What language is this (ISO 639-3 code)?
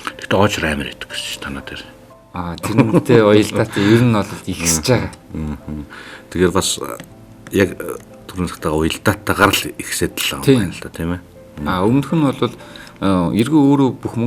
mon